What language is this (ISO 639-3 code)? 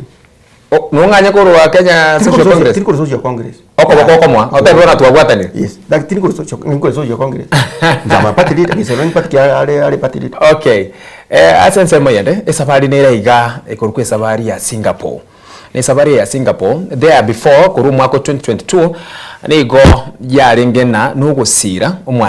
guz